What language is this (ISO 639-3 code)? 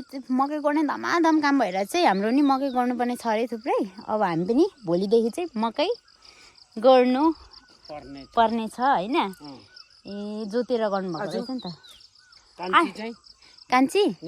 nep